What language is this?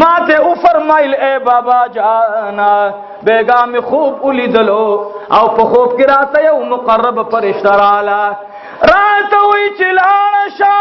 Pashto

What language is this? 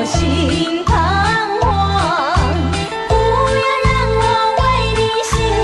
Chinese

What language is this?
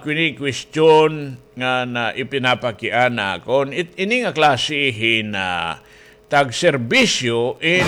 Waray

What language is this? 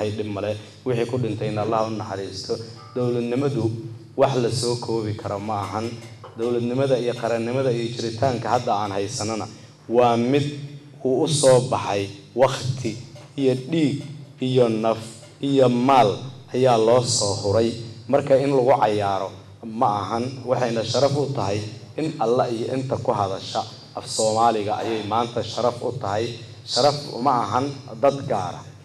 Somali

